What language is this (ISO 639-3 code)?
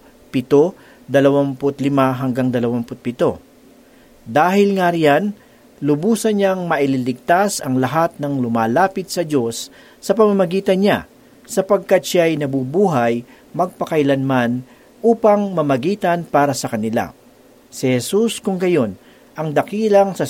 fil